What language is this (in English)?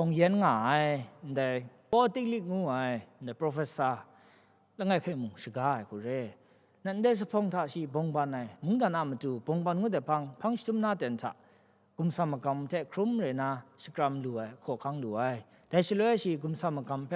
Kachin